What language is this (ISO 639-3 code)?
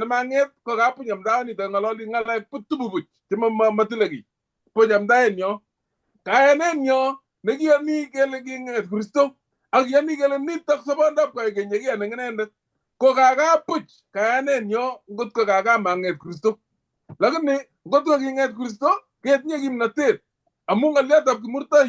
kln